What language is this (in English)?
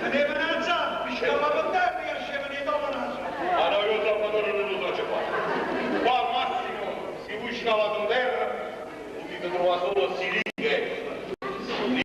Neapolitan